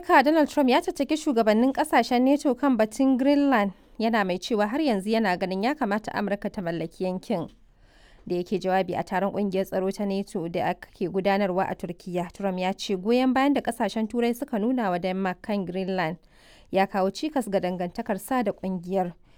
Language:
Hausa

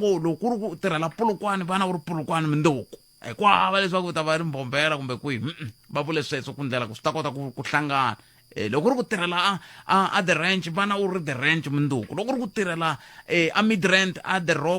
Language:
Tsonga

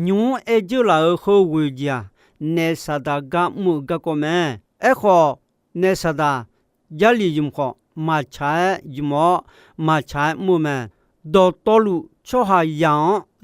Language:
Akha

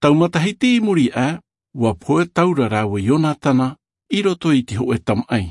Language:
Tahitian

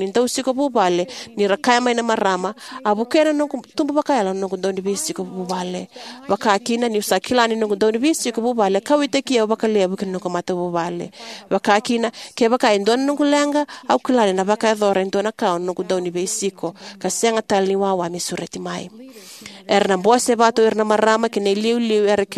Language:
Fijian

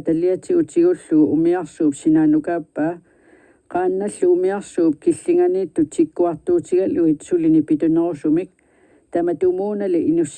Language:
Kalaallisut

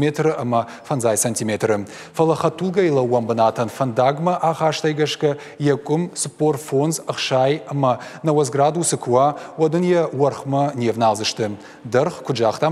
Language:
Ossetic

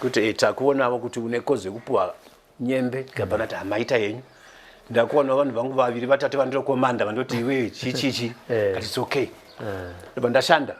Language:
Shona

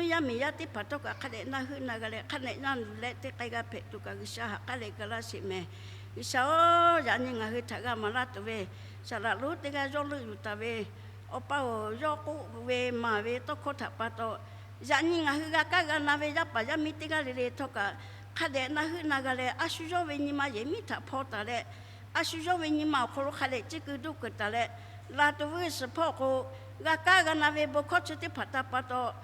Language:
Lahu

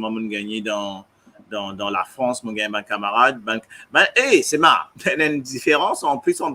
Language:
Morisyen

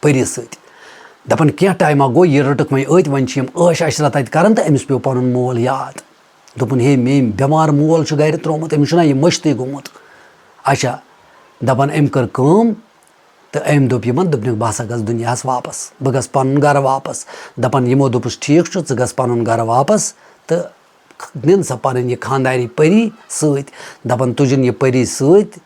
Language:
Kashmiri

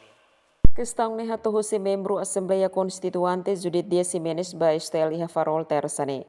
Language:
Tetum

